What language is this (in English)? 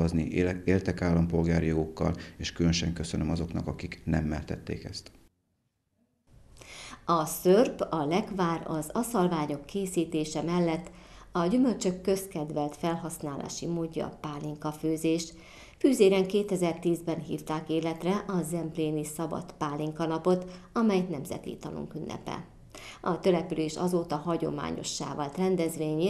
Hungarian